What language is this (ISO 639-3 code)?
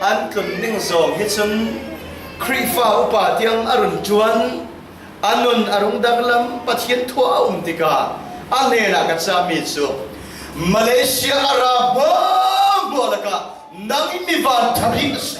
cfm